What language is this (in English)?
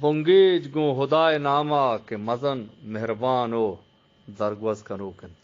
Eastern Balochi